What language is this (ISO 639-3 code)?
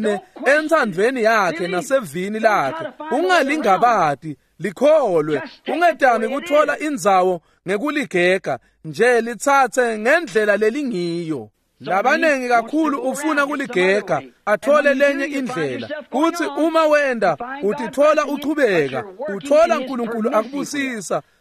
ssw